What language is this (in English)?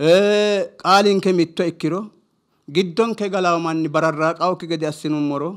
Sidamo